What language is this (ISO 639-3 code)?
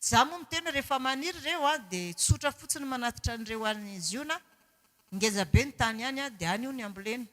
mlg